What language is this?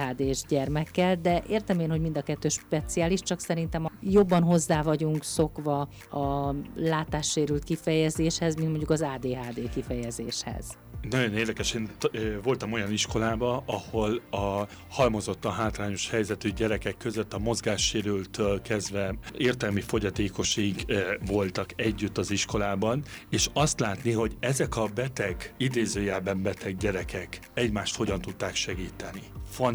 Hungarian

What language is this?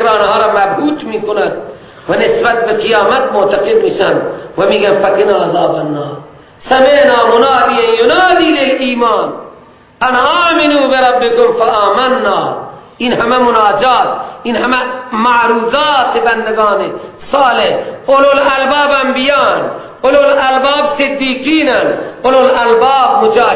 Persian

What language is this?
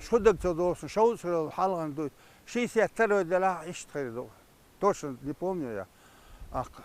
Chechen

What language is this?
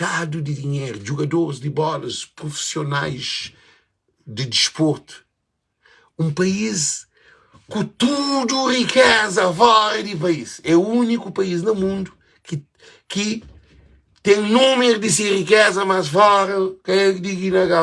Kabuverdianu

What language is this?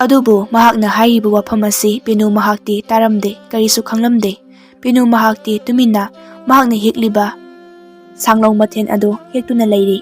Manipuri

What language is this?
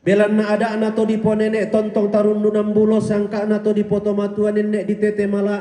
Toraja-Sa'dan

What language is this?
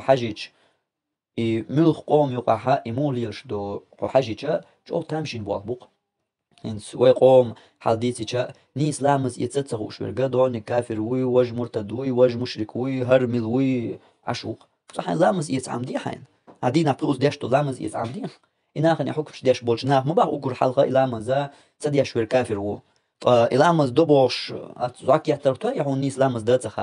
Chechen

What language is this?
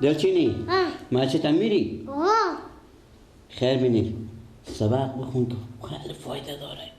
Persian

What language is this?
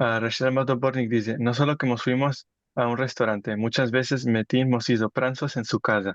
Ladino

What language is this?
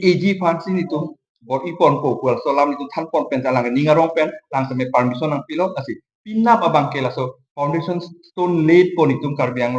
Karbi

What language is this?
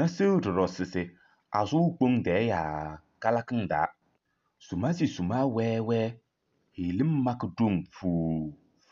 Kabiyè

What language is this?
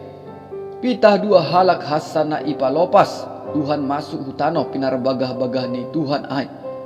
Batak Simalungun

